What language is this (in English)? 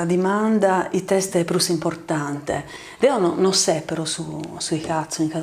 Sardinian